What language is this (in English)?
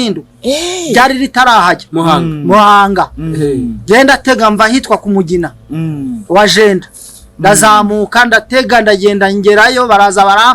Kinyarwanda